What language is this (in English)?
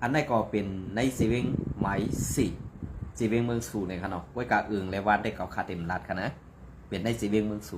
Shan